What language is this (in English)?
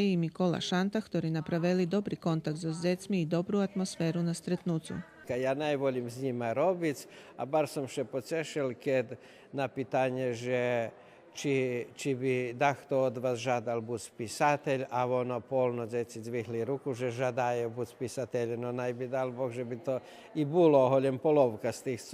Rusyn